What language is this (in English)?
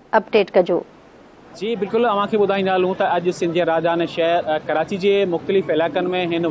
Sindhi